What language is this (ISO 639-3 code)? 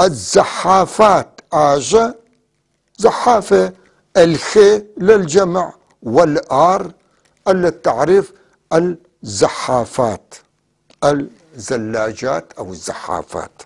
apc